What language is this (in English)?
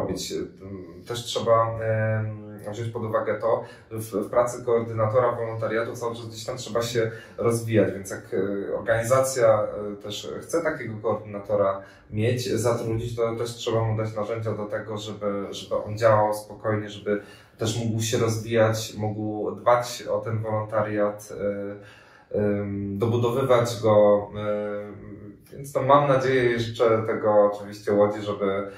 Polish